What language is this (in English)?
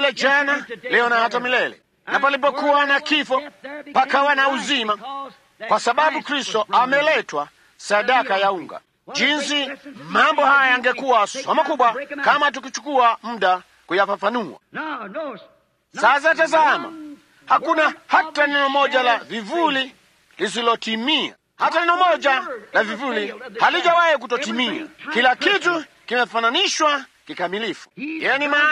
Swahili